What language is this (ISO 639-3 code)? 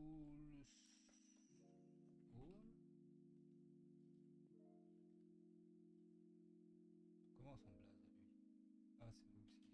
fra